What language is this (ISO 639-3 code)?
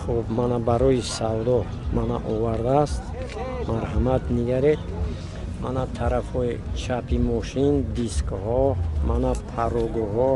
tgk